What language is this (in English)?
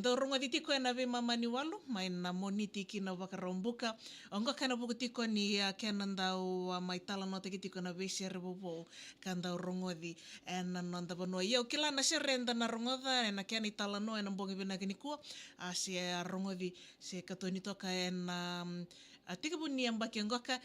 Fijian